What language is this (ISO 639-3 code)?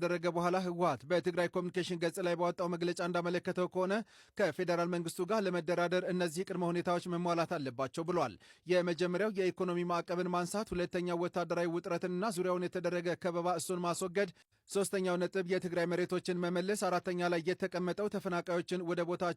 amh